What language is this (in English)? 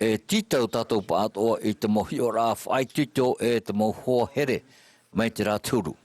Tahitian